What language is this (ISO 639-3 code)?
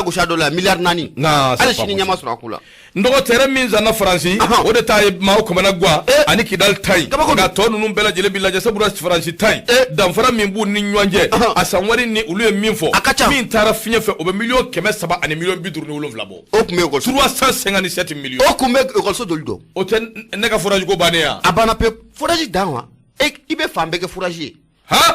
bam